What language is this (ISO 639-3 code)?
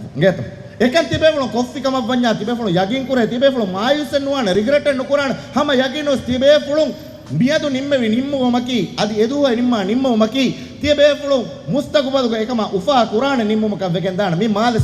div